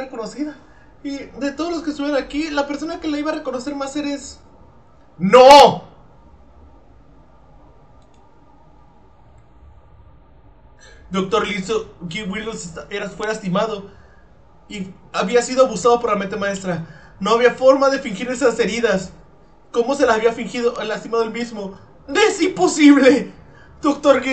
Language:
Spanish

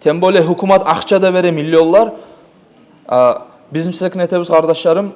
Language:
Kumyk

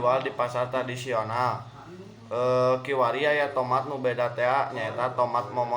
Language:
Sundanese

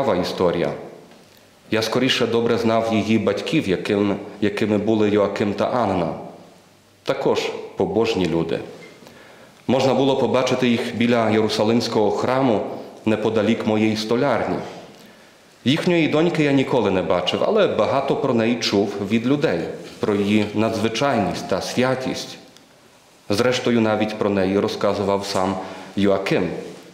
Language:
Ukrainian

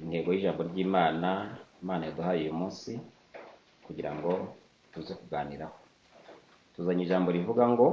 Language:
Kinyarwanda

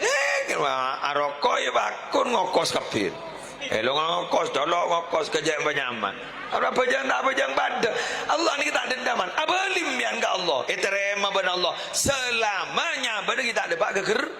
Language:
Madurese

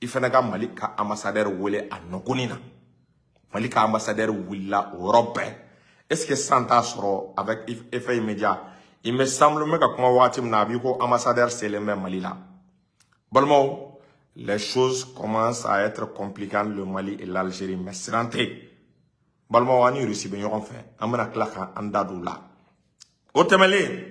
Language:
Bambara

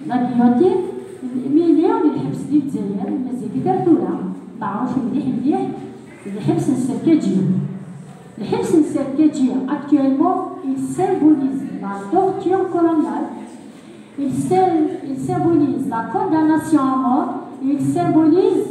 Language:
Kabyle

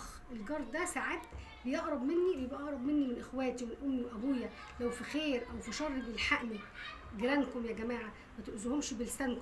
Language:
Egyptian Arabic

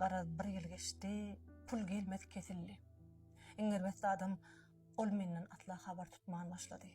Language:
Turkmen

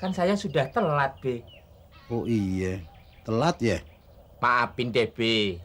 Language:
Betawi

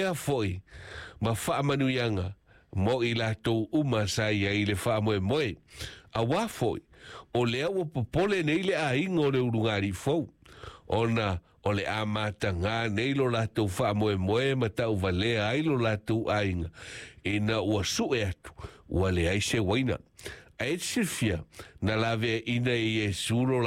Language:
Samoan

